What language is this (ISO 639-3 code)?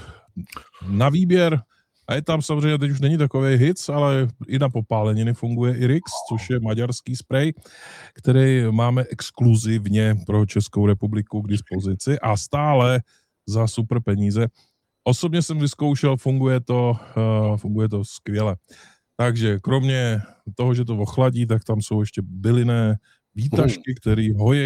ces